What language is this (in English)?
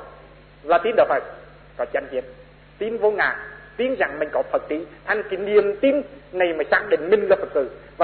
Vietnamese